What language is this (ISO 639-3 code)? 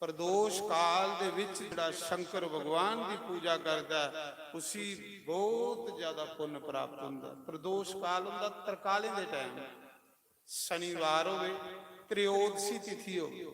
doi